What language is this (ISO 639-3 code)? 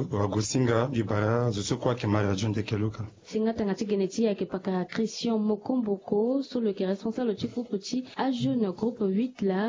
sag